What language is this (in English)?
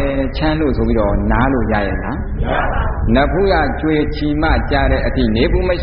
Burmese